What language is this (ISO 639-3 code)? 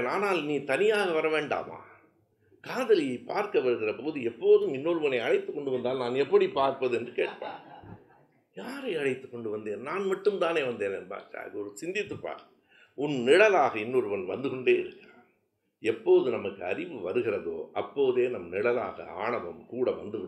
tam